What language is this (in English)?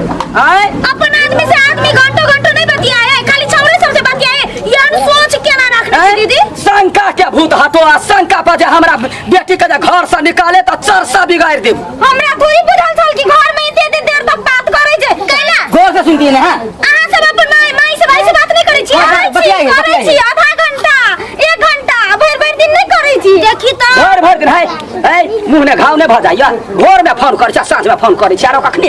Maithili